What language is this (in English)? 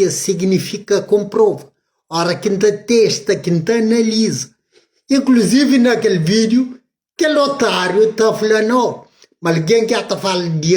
Kabuverdianu